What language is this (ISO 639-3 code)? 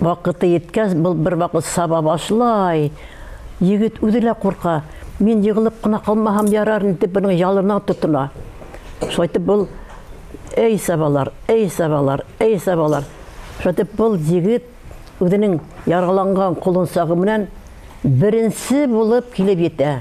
bak